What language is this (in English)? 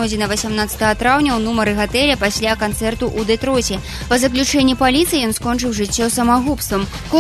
Belarusian